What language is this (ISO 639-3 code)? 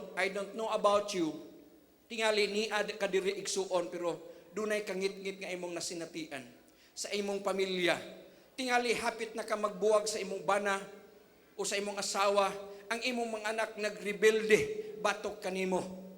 ceb